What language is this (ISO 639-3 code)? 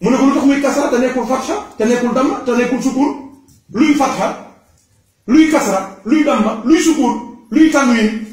wol